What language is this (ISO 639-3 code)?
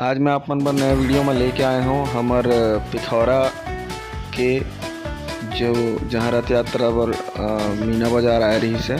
hne